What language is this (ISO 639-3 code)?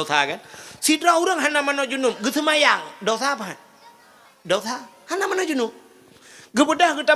ace